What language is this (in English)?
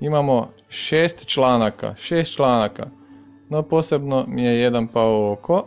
Croatian